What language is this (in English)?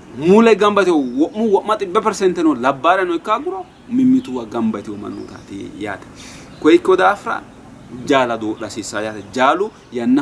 Sidamo